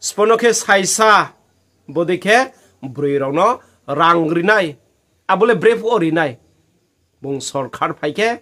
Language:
Riang (India)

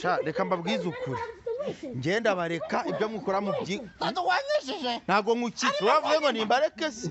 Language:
Kinyarwanda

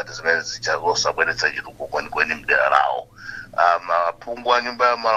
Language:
Nyanja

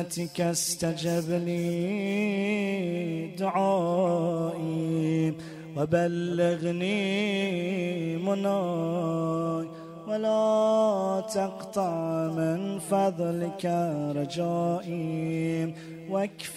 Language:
Arabic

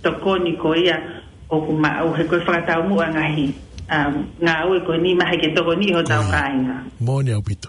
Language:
Tongan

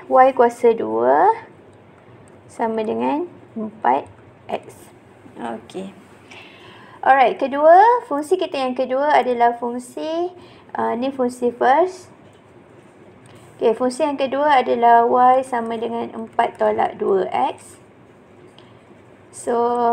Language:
Malay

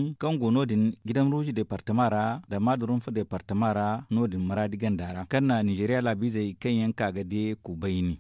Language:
Zarma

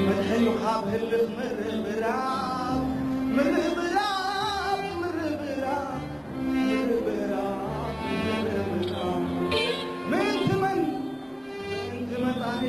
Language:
Tigrinya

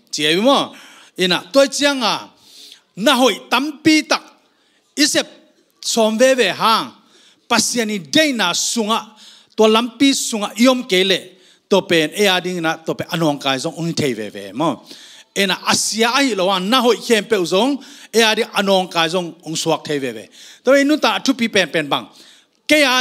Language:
Tedim Chin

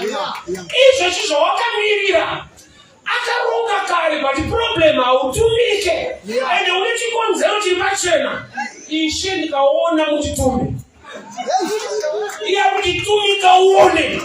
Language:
Shona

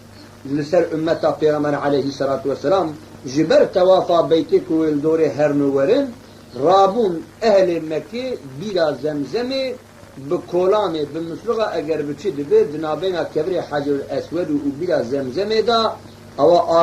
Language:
Kurdish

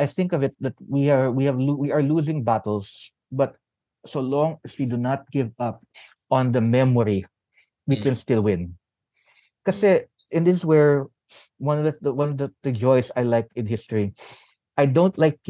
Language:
Filipino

